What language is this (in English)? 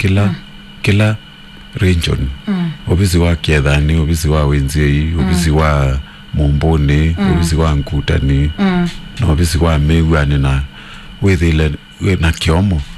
Kamba